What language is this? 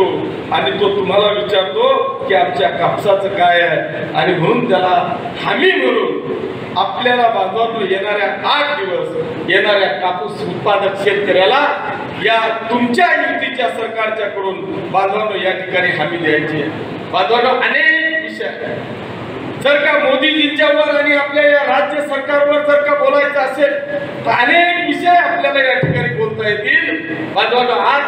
Marathi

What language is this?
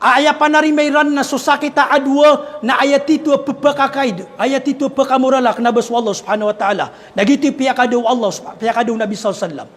Maranao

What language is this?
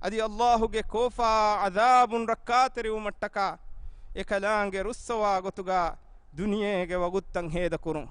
Divehi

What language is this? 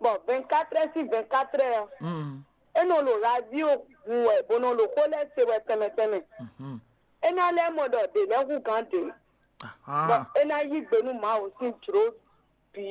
Fon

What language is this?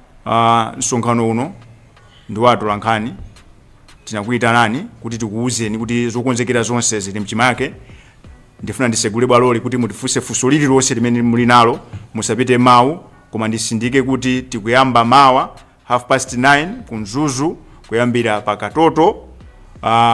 Nyanja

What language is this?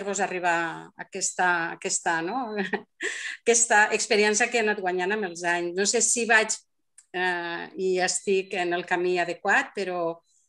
Catalan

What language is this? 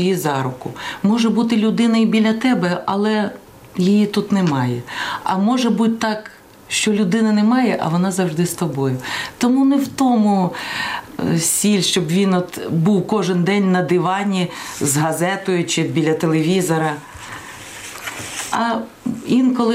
Ukrainian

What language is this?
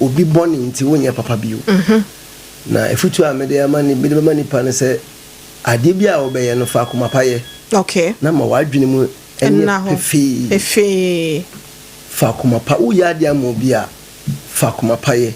Akan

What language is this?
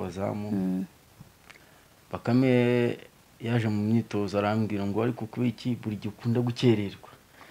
Kinyarwanda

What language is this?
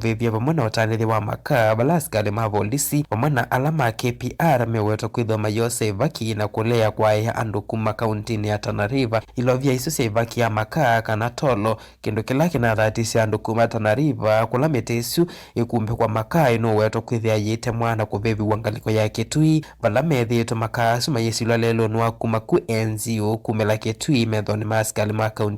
Kamba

